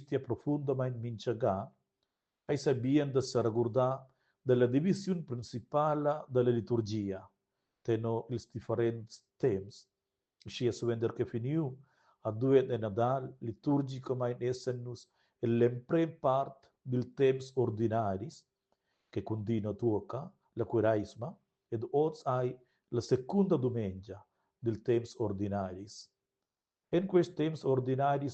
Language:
Romansh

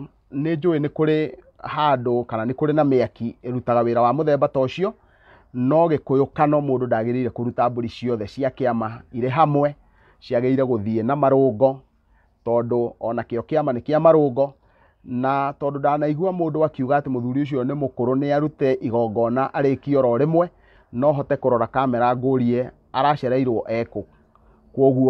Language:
Kikuyu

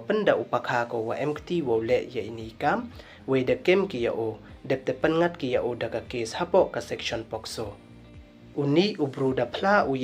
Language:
Pnar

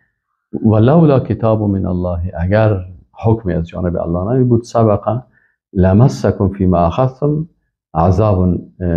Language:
Persian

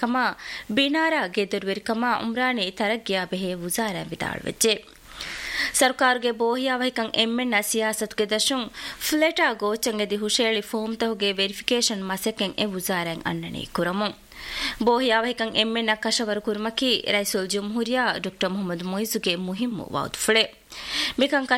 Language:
Divehi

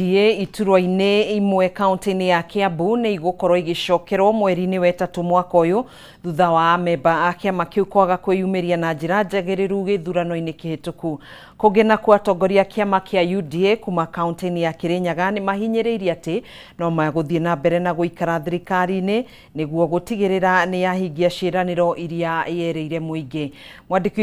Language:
Kikuyu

